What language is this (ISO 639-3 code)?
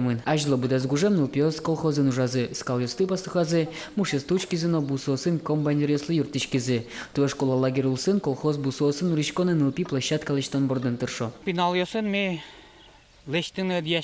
udm